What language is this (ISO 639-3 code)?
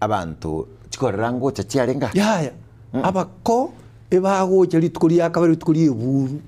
guz